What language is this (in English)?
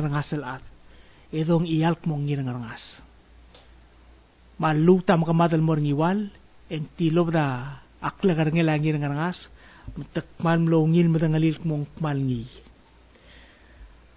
Palauan